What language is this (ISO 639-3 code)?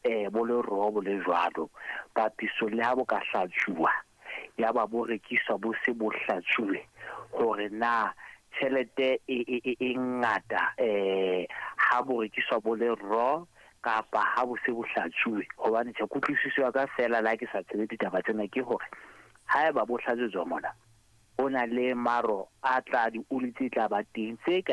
sot